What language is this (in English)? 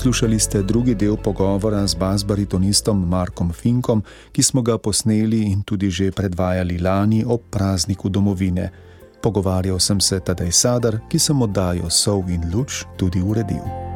Slovenian